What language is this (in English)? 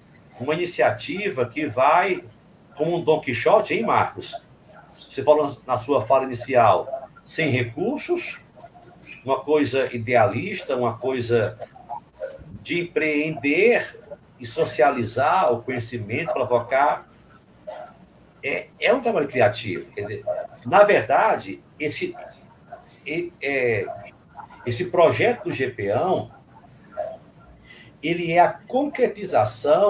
Portuguese